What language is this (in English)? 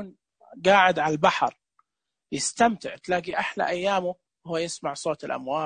Najdi Arabic